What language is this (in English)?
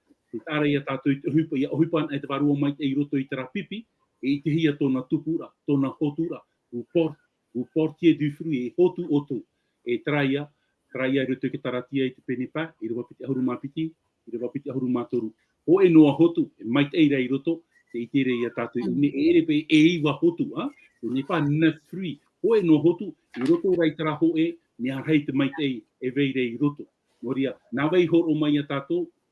Tahitian